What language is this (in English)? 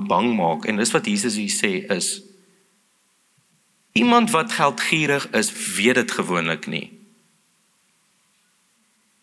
Afrikaans